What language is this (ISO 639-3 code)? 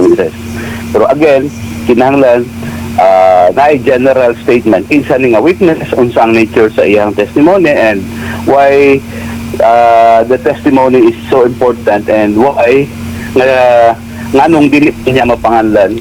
ceb